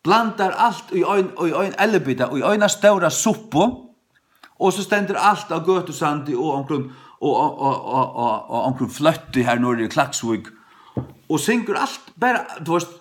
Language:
Faroese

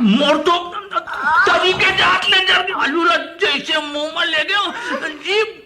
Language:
Chhattisgarhi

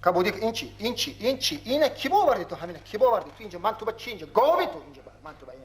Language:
Tajik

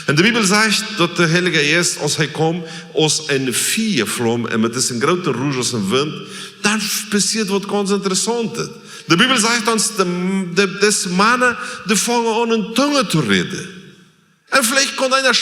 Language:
Plautdietsch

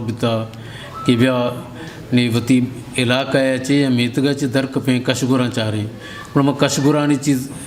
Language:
Eastern Balochi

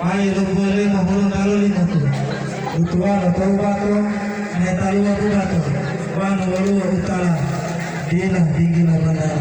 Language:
Gorontalo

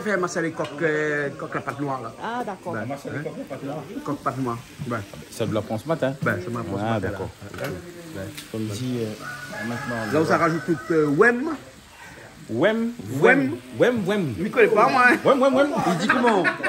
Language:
Réunion Creole French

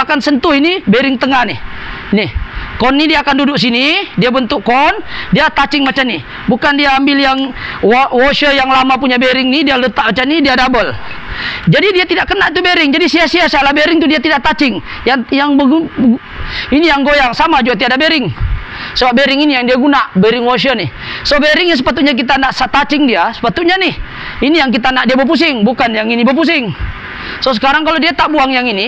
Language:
Malay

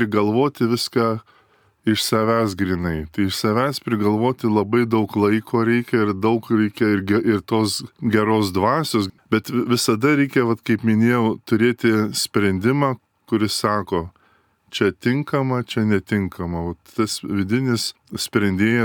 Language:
Lithuanian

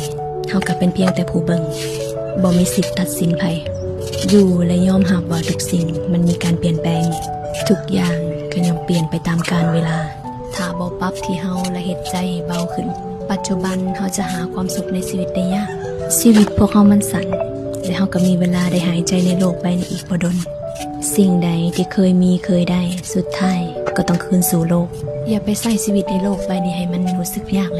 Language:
Lao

